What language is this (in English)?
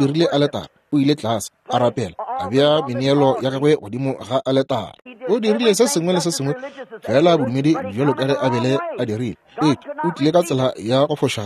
Northern Sotho